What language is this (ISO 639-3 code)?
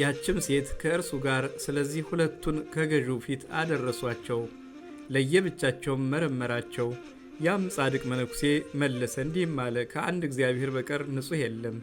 amh